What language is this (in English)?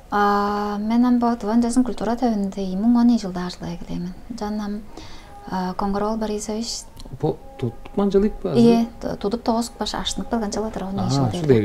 Tuvinian